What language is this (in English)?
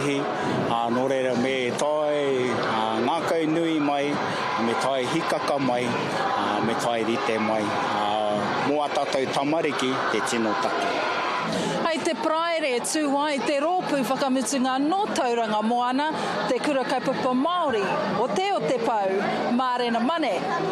Māori